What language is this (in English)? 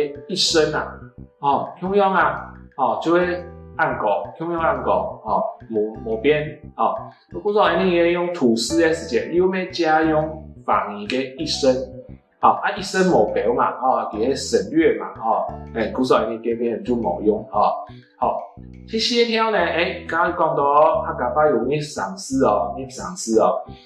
Hakka Chinese